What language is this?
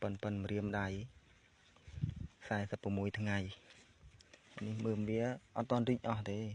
Khmer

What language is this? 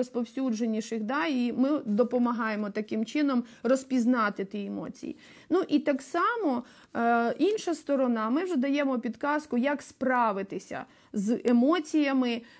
Ukrainian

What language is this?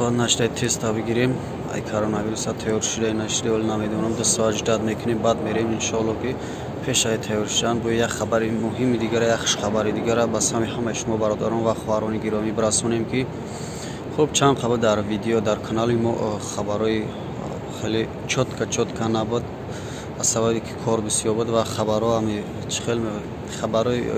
Tajik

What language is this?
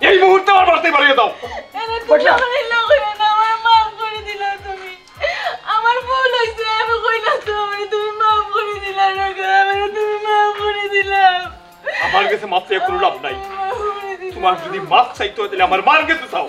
Sylheti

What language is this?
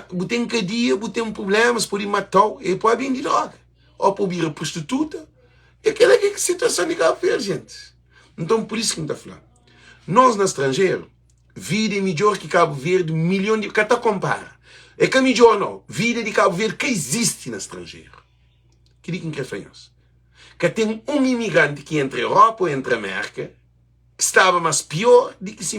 Kabuverdianu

